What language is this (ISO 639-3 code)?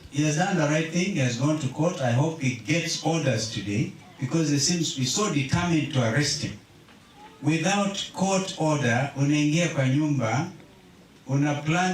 kam